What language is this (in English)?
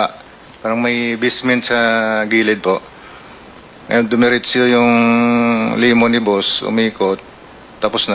Filipino